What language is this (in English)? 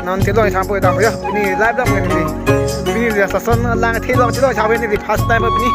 Karbi